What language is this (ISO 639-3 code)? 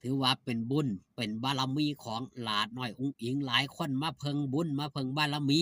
lao